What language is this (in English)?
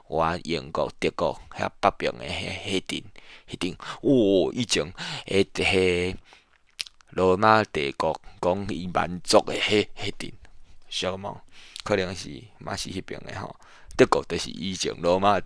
Min Nan Chinese